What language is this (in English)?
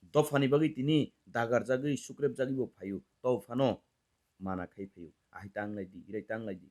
Kok Borok